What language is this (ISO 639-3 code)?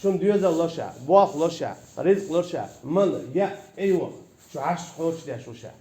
che